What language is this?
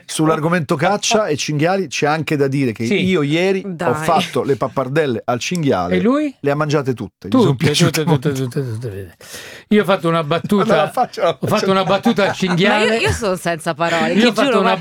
Italian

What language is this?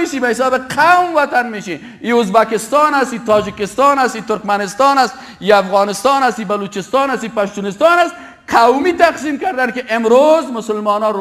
Tajik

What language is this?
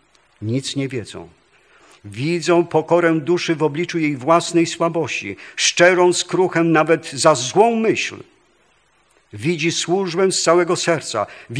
Polish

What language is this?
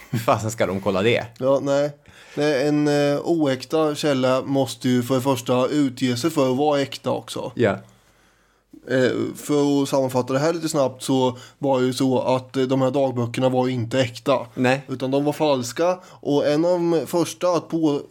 Swedish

